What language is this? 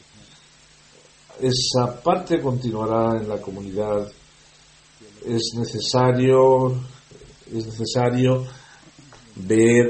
Spanish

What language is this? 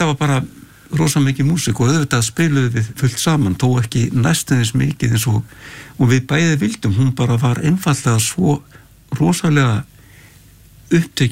Icelandic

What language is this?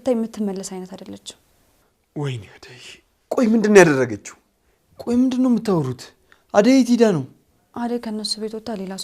Amharic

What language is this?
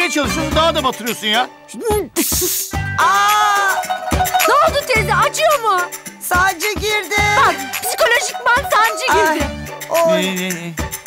Turkish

